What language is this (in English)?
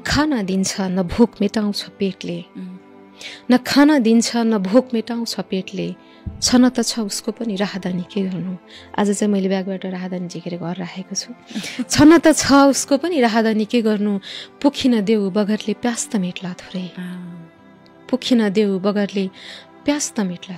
Nepali